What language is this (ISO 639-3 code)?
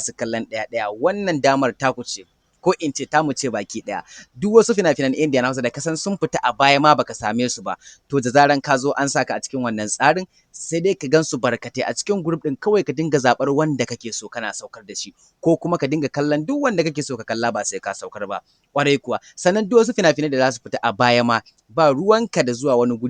hau